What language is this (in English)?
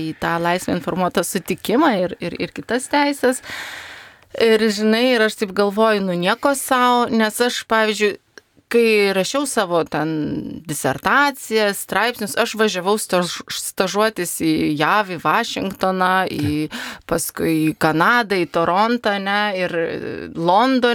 Lithuanian